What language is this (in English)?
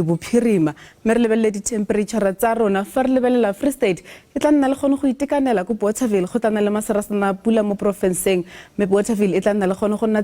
Tswana